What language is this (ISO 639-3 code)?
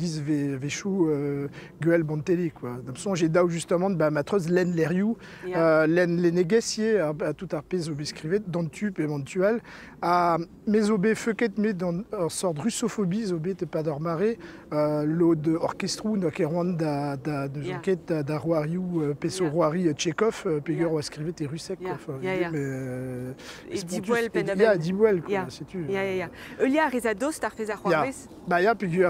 bre